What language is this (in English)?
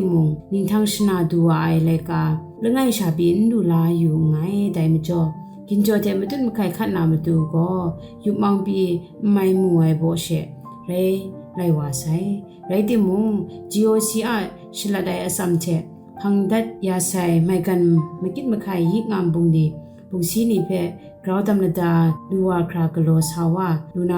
Kachin